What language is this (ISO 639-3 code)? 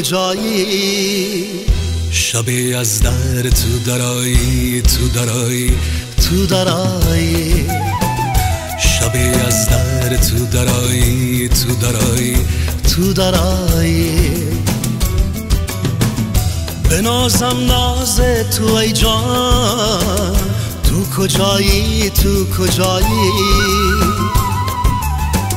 fas